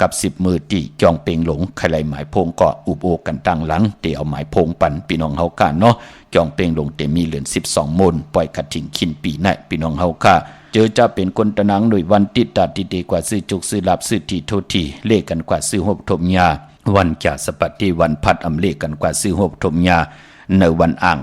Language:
Shan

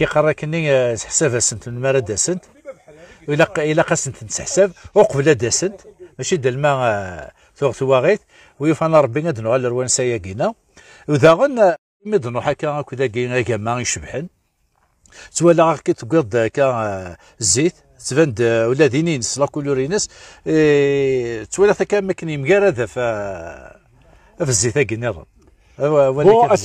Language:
Kabyle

